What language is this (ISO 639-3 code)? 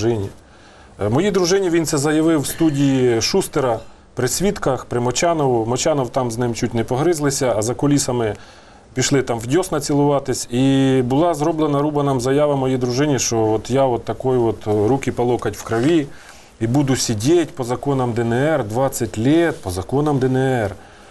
ukr